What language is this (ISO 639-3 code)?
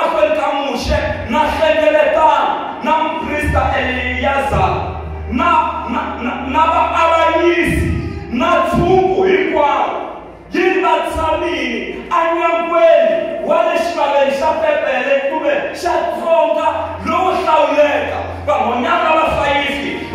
tso